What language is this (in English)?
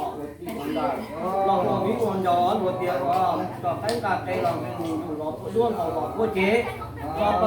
Hmong